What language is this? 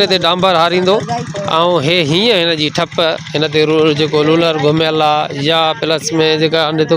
Sindhi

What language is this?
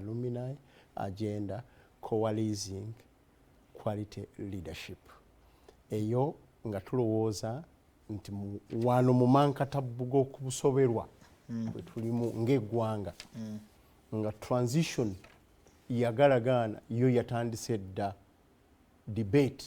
Ganda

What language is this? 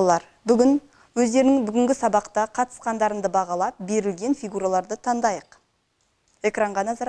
Kazakh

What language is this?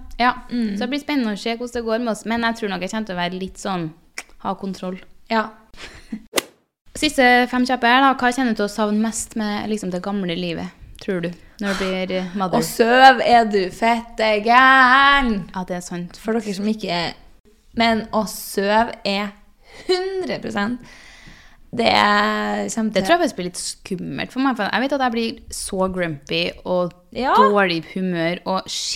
Norwegian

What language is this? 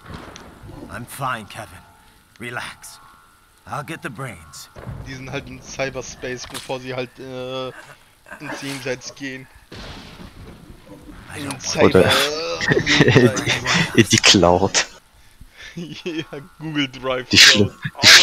German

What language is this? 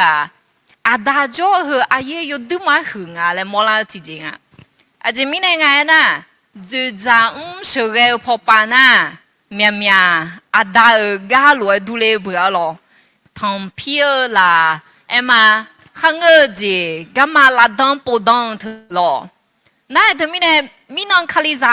Akha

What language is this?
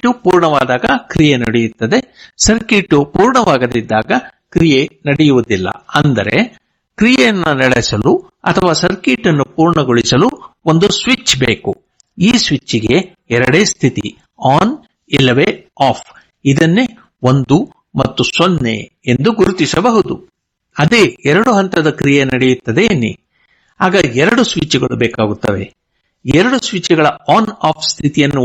Kannada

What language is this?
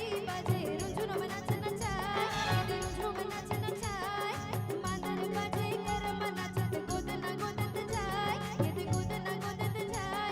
Chhattisgarhi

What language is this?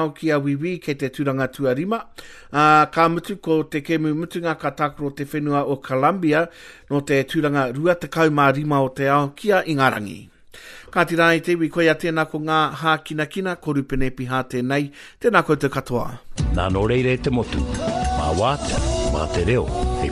Māori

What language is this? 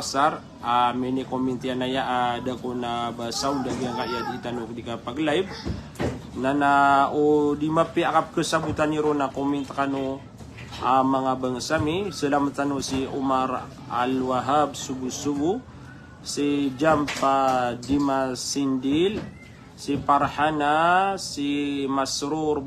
Maranao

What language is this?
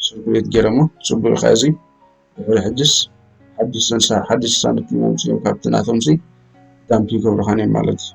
Tigrinya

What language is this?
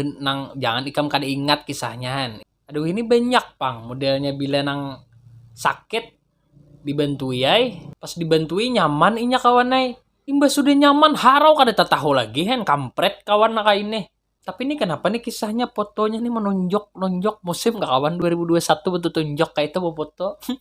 Banjar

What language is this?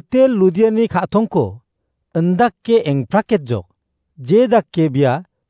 Garo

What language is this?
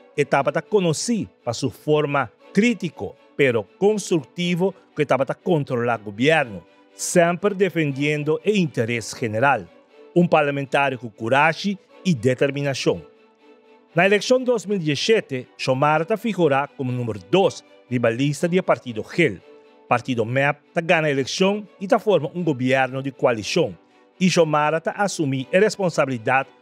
Papiamento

